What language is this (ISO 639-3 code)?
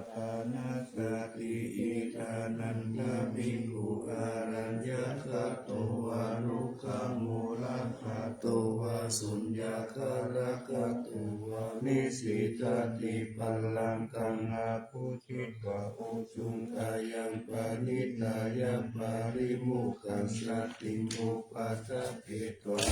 pli